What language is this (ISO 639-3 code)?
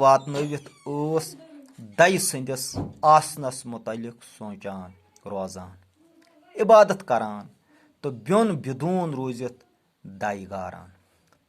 kas